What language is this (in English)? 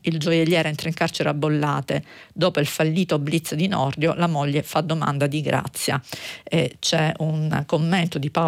Italian